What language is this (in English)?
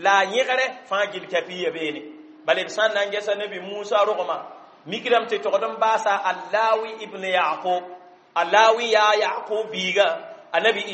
Mossi